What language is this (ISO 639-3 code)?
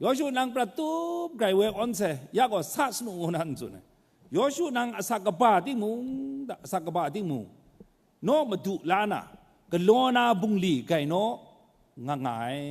kac